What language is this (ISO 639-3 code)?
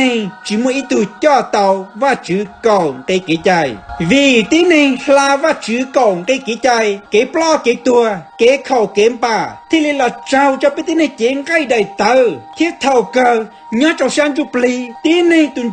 hmn